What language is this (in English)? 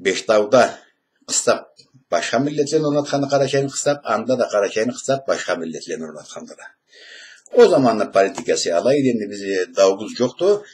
Karachay-Balkar